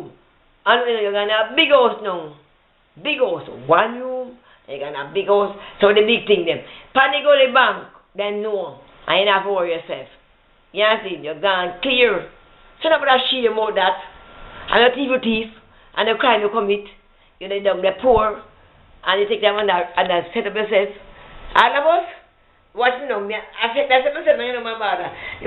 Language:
Jamaican Creole English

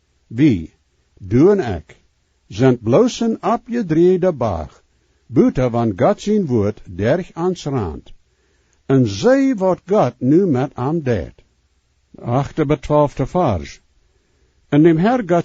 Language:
Plautdietsch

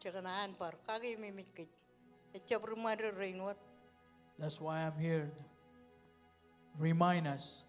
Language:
Marshallese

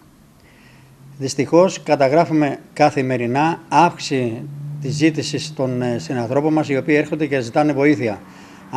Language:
Greek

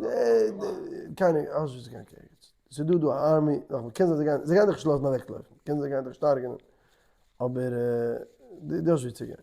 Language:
Yiddish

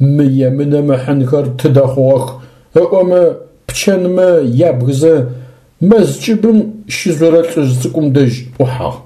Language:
Adyghe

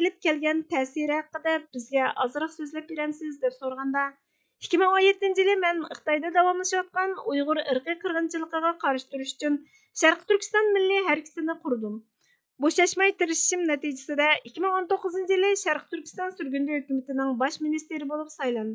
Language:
Uyghur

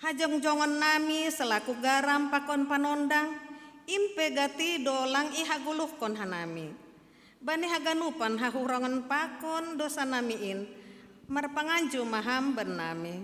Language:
Batak Simalungun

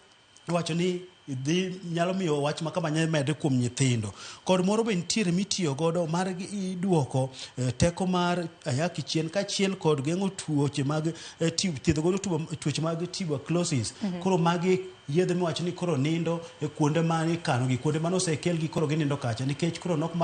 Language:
Luo (Kenya and Tanzania)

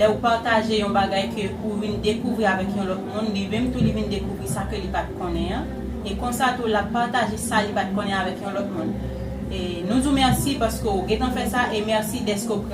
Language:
Haitian Creole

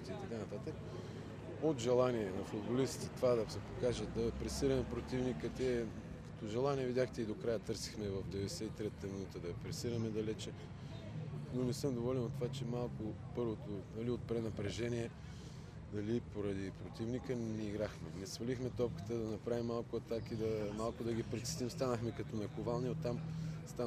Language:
Bulgarian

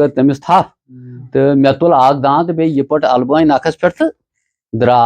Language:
Kashmiri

